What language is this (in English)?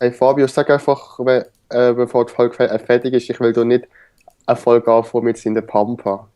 Swiss German